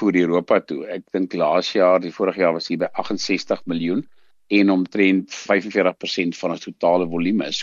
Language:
Afrikaans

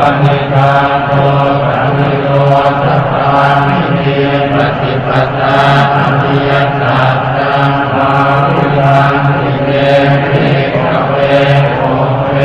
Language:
Pali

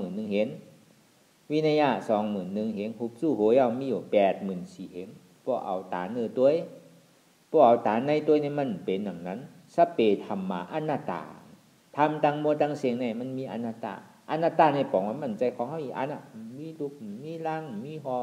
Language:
Shan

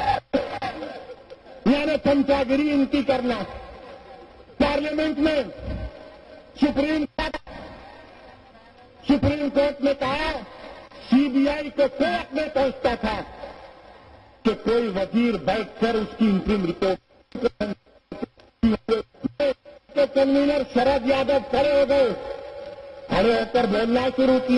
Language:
Urdu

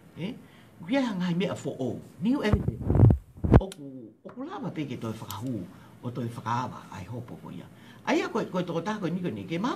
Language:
Tongan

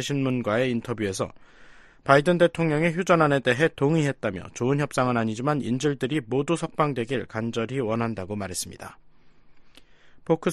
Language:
Korean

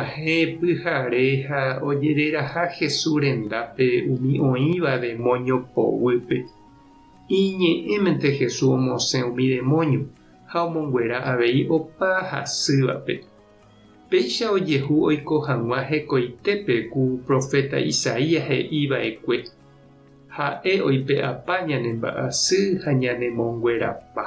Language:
Guarani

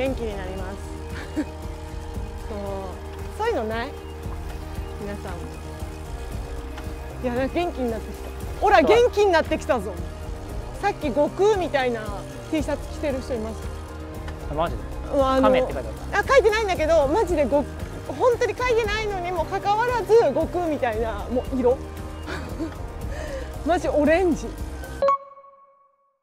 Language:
Japanese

